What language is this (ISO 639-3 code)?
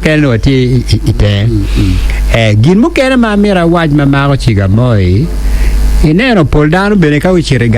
ach